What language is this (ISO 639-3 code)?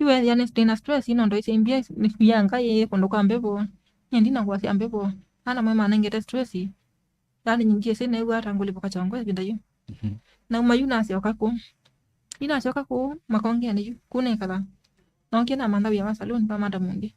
kam